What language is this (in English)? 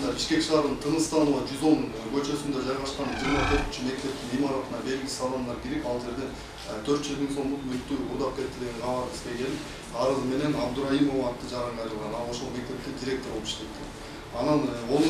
Kyrgyz